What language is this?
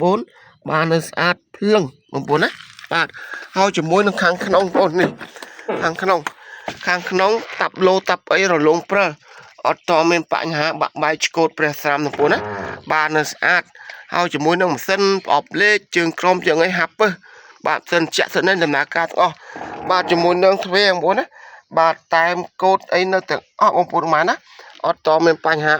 Khmer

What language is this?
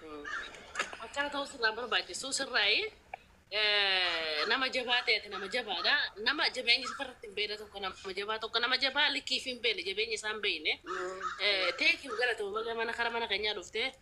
Oromo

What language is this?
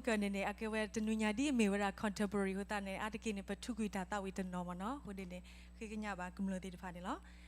S'gaw Karen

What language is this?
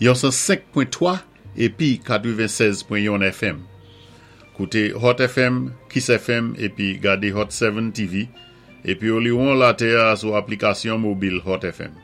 Saint Lucian Creole French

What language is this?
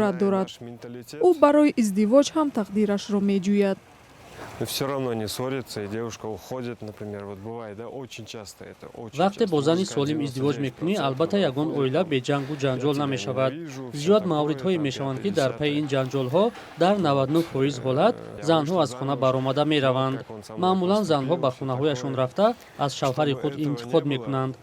Tajik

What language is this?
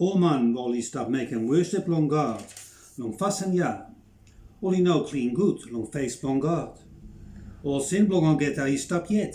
Bislama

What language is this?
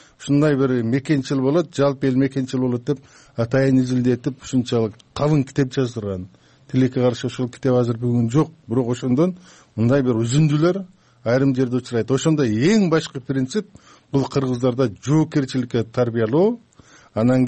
Kyrgyz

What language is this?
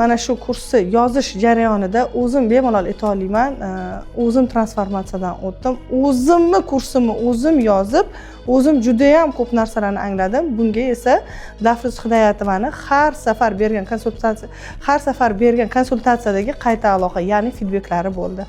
Uzbek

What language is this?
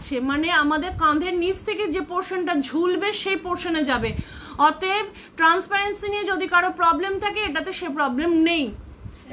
Bangla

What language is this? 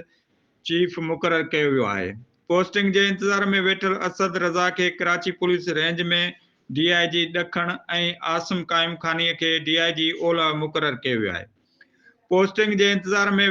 Sindhi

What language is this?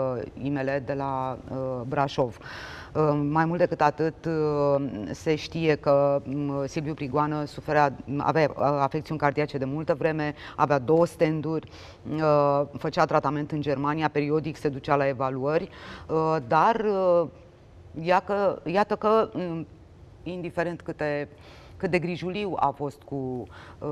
Romanian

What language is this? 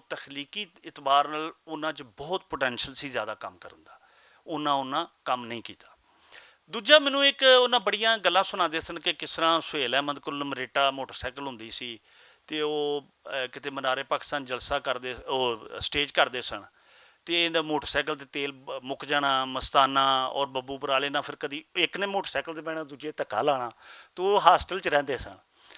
Western Panjabi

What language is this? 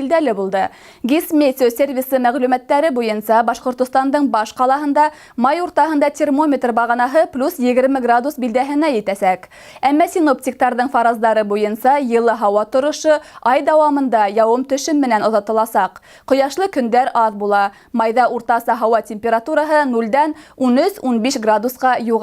Bashkir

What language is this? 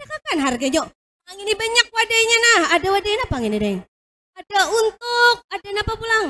Banjar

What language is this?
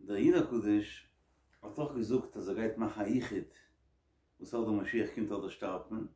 Yiddish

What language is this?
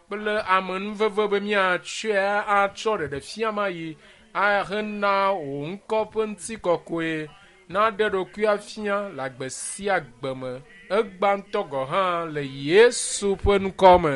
Ewe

